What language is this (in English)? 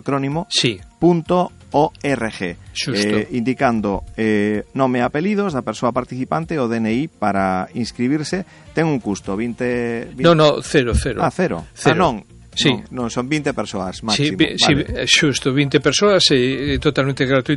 Galician